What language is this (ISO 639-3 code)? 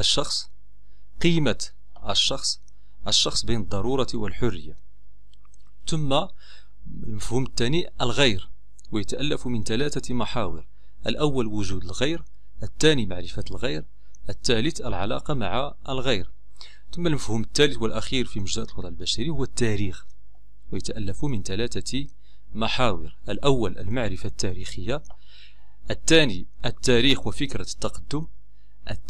ara